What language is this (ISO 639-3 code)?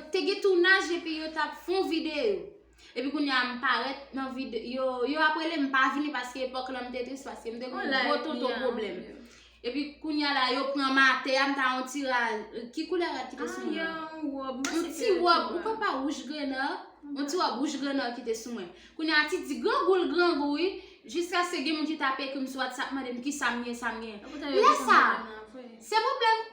hat